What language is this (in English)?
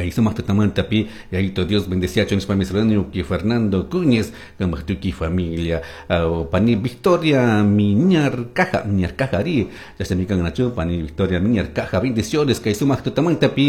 Chimborazo Highland Quichua